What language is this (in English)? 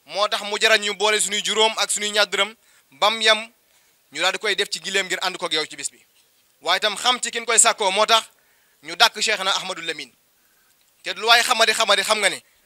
Wolof